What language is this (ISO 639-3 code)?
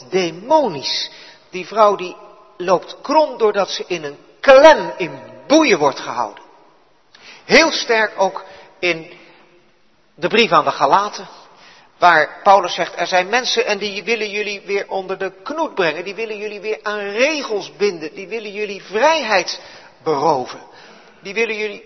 nld